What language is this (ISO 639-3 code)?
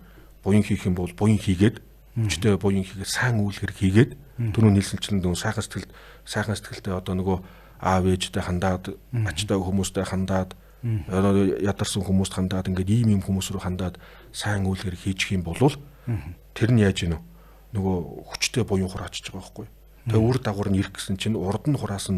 mon